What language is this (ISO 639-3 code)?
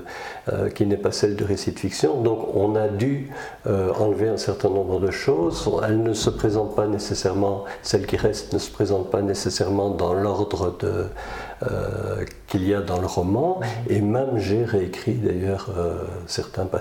fra